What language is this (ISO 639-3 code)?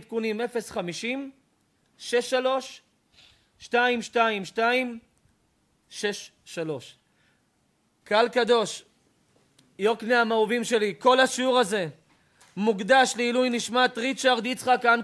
heb